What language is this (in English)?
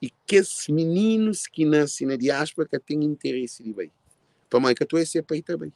Kabuverdianu